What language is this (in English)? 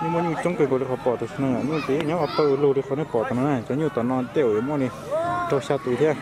Hmong